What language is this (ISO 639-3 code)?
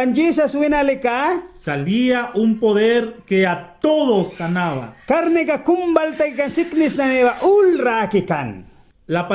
miq